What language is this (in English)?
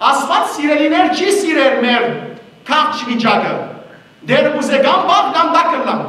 Western Armenian